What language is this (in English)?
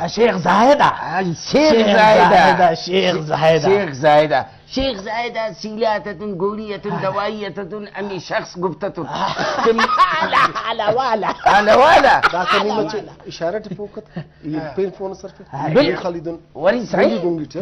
Brahui